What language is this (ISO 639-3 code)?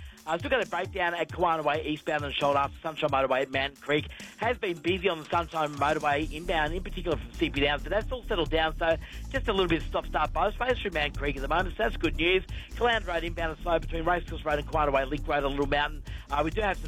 eng